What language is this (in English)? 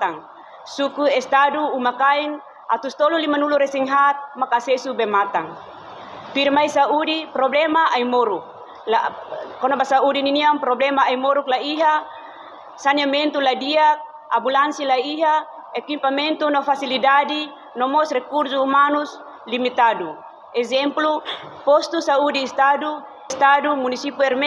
Tetum